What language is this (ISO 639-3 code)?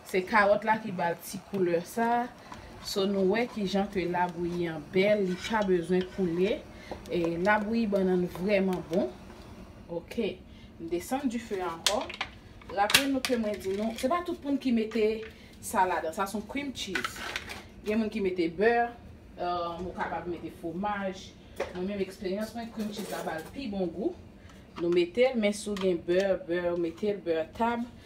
hat